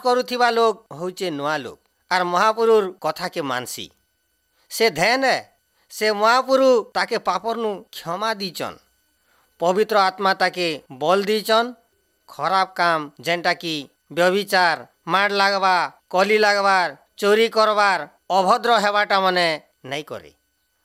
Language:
Odia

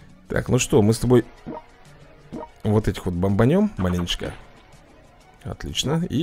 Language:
Russian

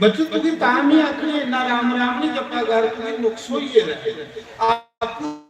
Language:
Dogri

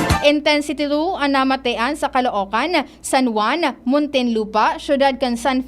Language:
Bikol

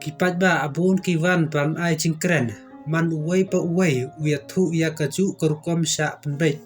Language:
Khasi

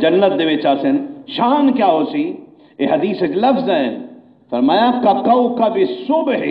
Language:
Saraiki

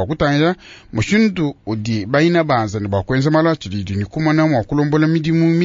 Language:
Luba-Lulua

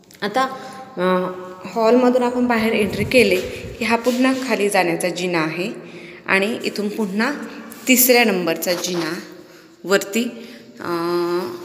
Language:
Marathi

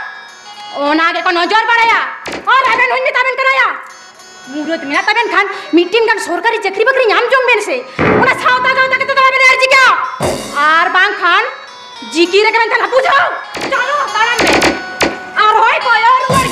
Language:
Santali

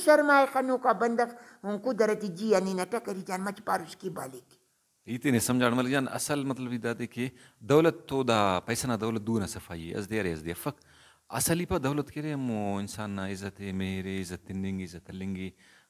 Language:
Brahui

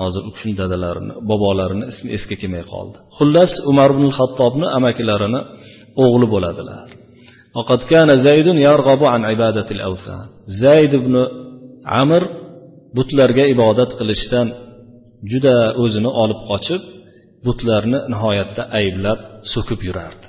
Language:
Uzbek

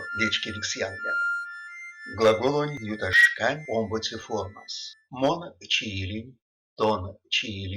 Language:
Erzya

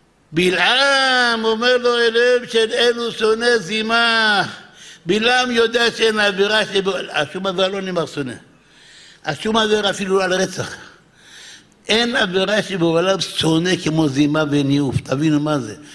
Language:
Hebrew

